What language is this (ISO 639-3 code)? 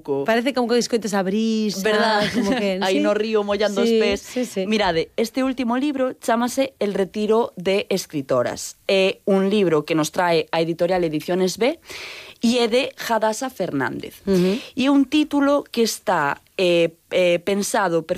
glg